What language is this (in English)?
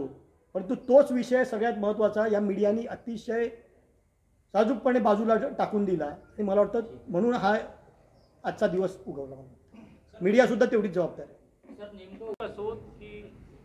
Marathi